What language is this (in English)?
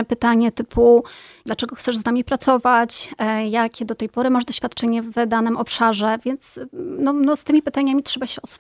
Polish